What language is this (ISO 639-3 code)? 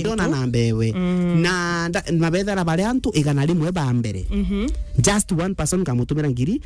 mer